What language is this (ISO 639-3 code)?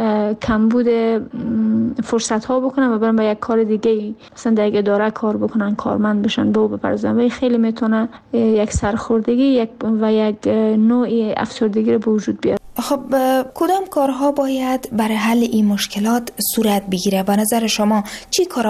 fas